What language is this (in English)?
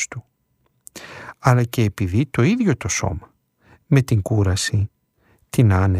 Greek